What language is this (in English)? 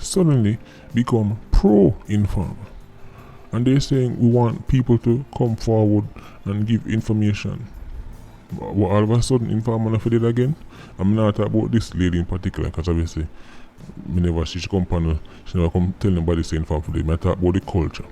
Jamaican Creole English